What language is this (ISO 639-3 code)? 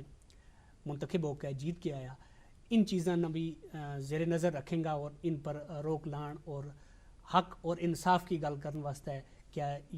gju